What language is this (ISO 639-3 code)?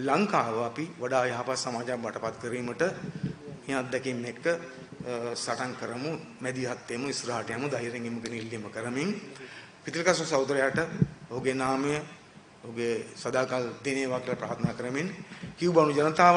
sin